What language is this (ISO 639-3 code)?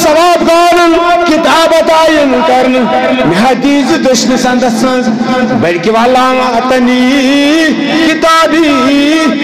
kas